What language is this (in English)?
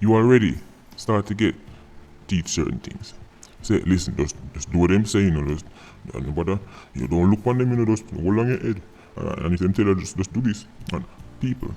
Jamaican Creole English